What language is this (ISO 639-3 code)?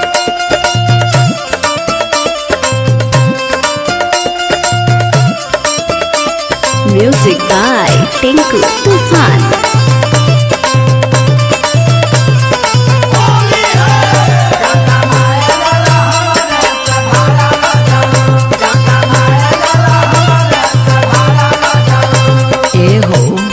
bho